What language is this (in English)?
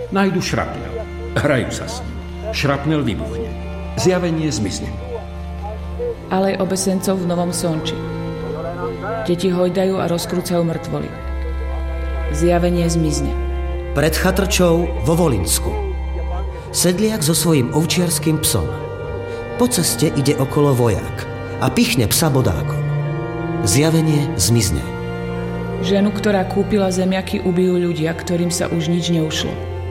Slovak